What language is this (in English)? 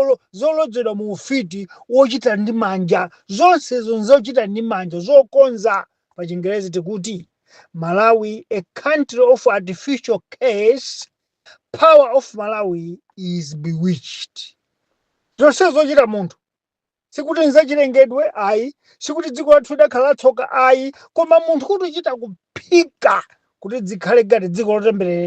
Nyanja